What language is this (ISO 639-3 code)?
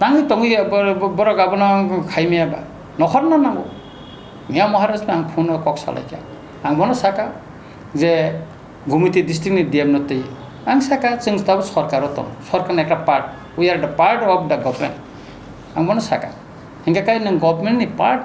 trp